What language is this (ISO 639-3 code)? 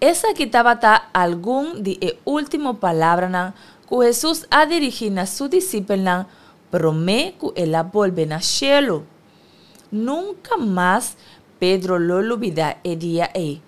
pap